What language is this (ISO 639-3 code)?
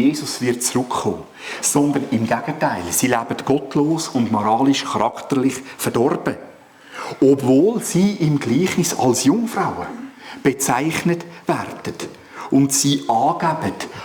gsw